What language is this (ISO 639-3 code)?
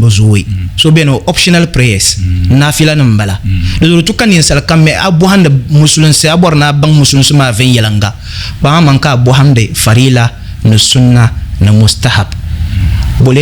dag